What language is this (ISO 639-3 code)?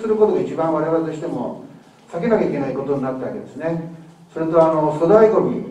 jpn